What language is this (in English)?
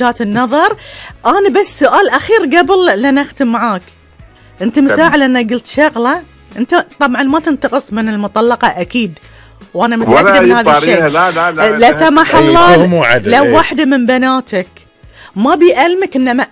Gulf Arabic